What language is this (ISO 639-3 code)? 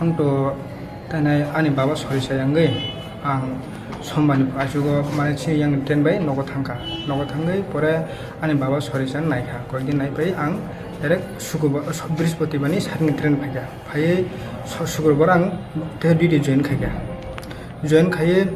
trp